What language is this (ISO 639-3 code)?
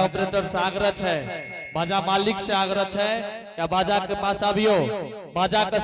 anp